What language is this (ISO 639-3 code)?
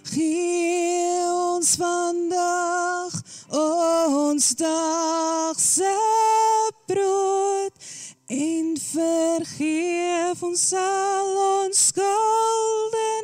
afr